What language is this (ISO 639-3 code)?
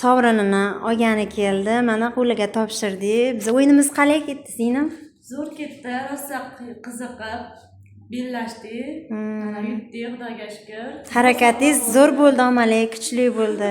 uzb